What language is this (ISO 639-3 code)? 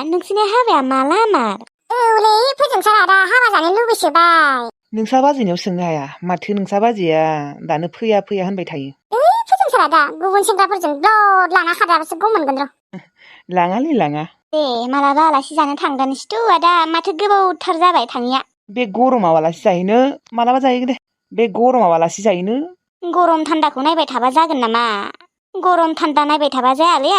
brx